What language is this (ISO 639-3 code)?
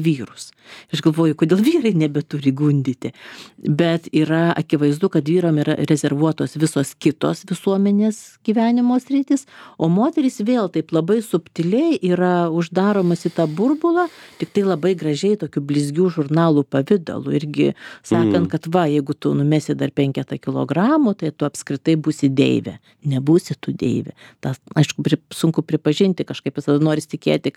lit